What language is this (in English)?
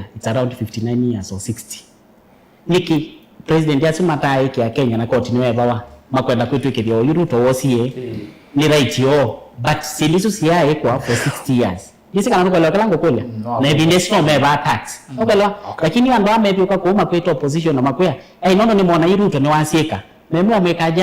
Kamba